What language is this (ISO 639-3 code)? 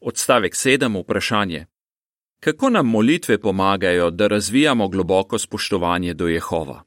slv